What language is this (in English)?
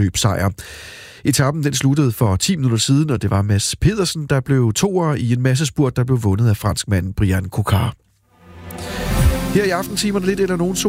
Danish